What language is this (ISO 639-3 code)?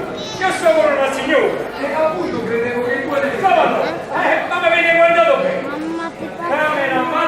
nap